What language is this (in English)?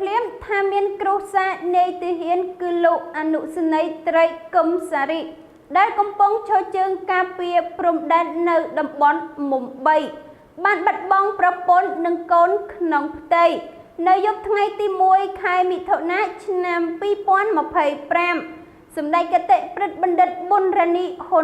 Khmer